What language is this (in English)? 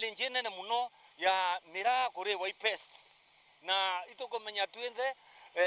Meru